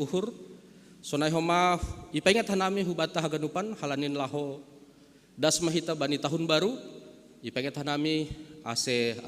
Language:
Batak Simalungun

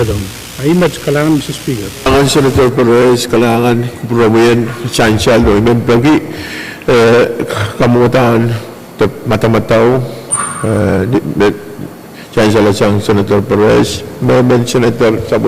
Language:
Pohnpeian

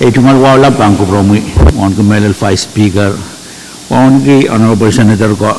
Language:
Pohnpeian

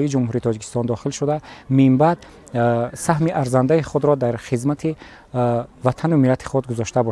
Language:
Tajik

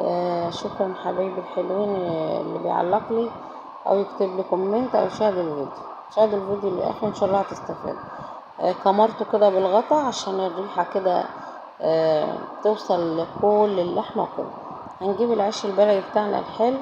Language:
Egyptian Arabic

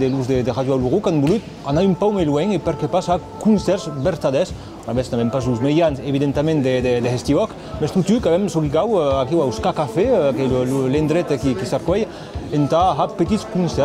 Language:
Occitan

